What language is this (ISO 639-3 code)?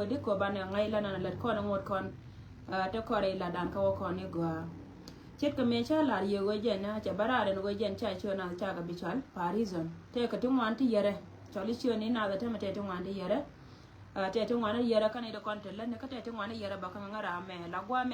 nus